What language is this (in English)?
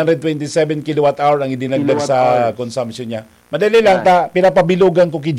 Bikol